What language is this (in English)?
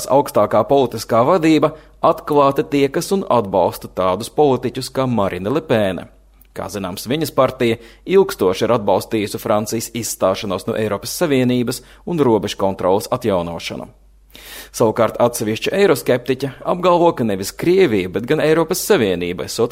Latvian